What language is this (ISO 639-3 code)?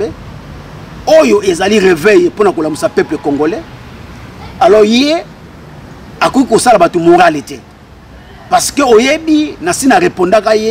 lin